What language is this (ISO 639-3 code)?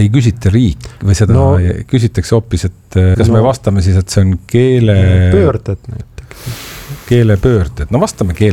est